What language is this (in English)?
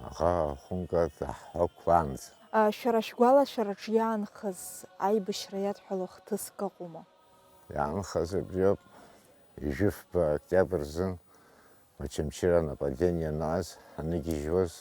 Abkhazian